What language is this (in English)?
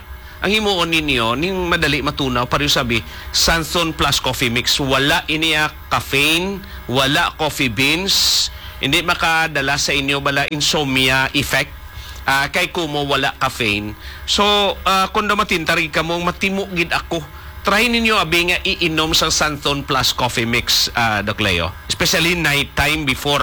Hiligaynon